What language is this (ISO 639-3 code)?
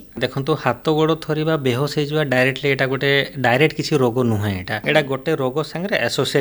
ori